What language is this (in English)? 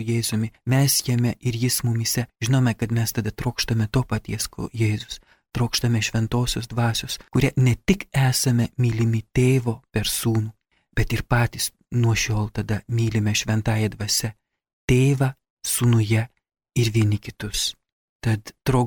Lithuanian